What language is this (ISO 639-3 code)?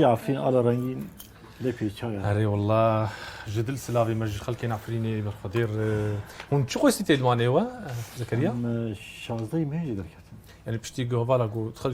kur